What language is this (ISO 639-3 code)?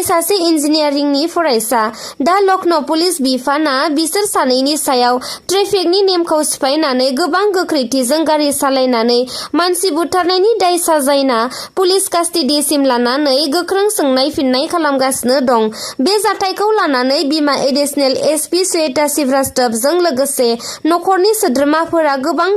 brx